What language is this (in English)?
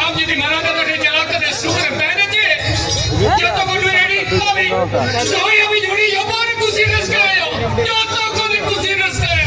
Santali